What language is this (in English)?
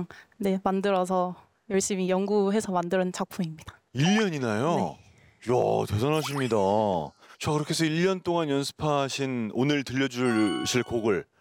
Korean